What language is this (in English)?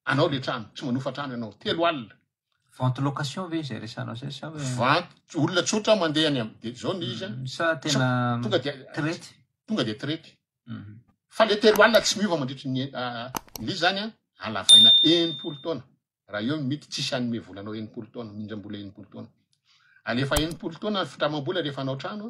Malagasy